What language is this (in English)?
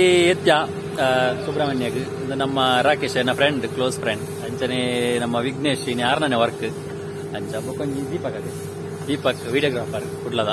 Tulu